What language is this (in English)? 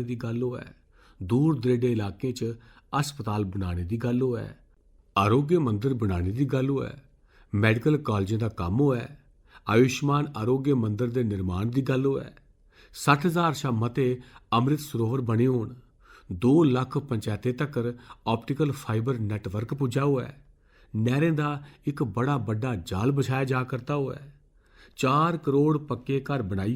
Dogri